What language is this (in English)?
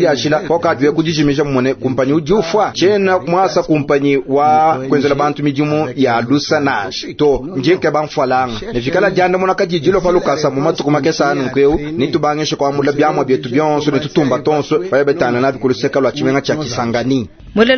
Luba-Lulua